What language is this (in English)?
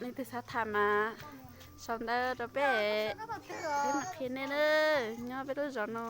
Hmong